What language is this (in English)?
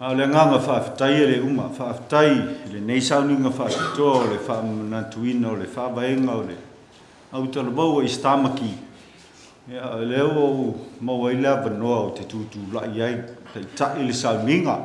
Samoan